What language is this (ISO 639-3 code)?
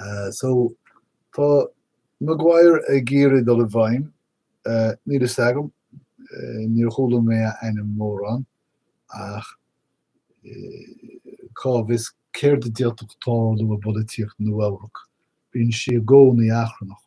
gle